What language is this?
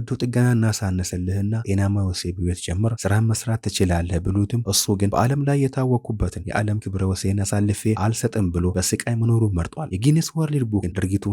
Amharic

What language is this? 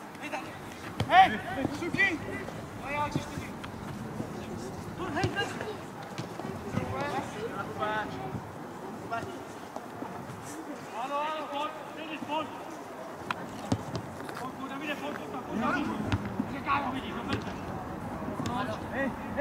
Czech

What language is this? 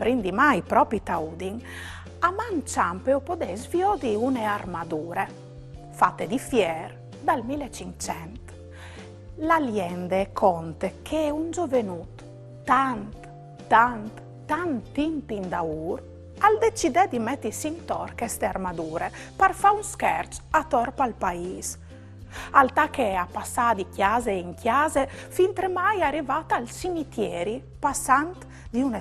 Friulian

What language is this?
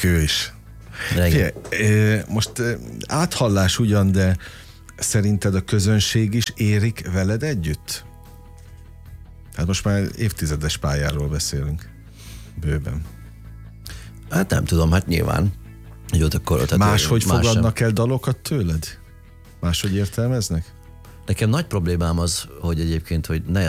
Hungarian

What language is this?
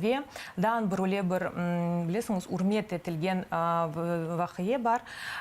Crimean Tatar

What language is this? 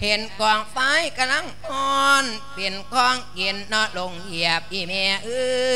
Lao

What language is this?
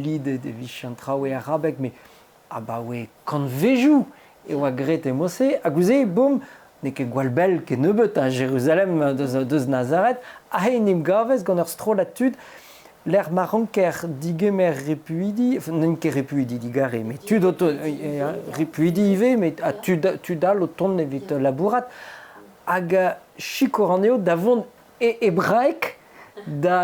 Breton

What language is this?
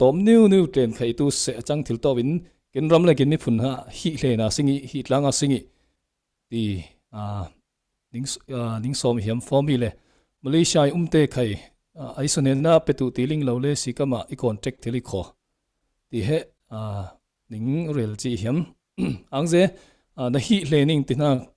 Falam Chin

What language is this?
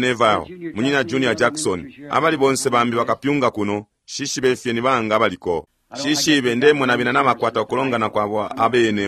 Bemba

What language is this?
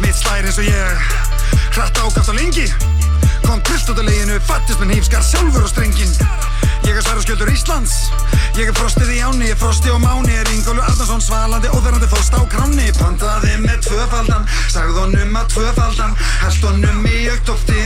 Icelandic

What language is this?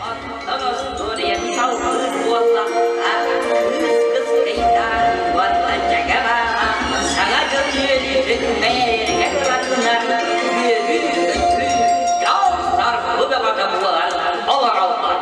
Yakut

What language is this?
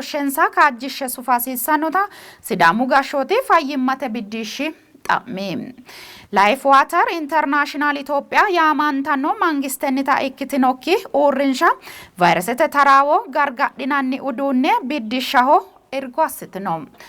Sidamo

